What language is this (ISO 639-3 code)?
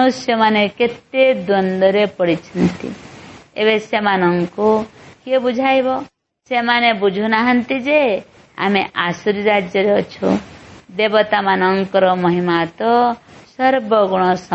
ori